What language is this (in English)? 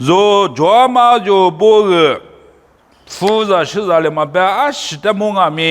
Lisu